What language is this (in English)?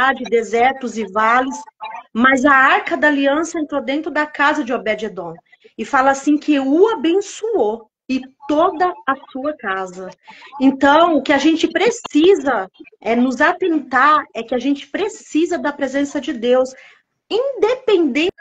Portuguese